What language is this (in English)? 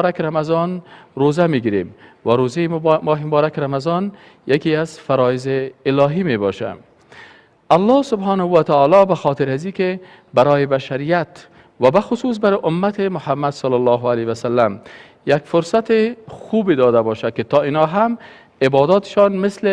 Persian